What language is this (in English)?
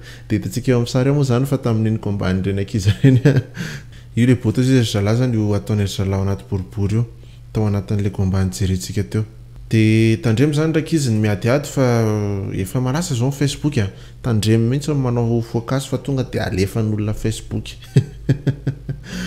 Malagasy